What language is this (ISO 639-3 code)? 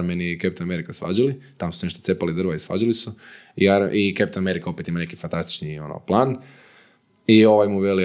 hrv